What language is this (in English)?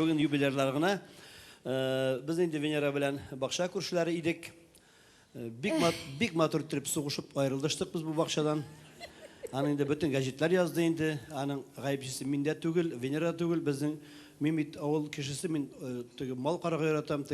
Tatar